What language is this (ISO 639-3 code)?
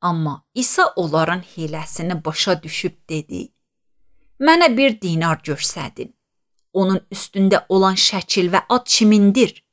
aze